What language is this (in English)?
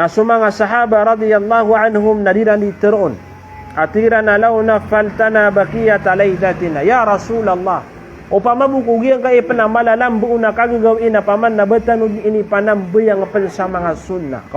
Maranao